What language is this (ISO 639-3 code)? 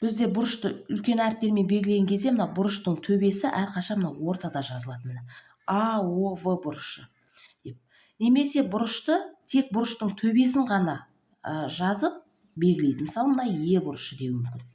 kaz